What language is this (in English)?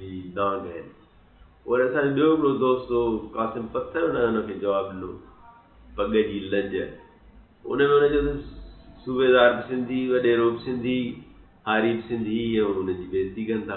Sindhi